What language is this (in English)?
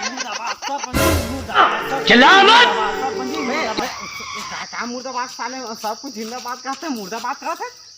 Chhattisgarhi